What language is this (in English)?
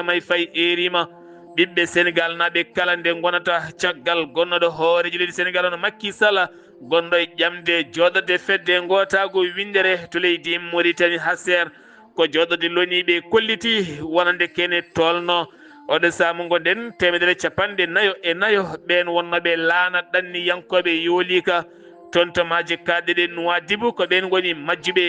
Fula